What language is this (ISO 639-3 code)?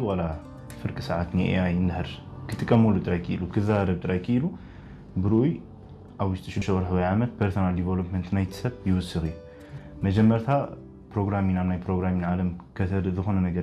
tir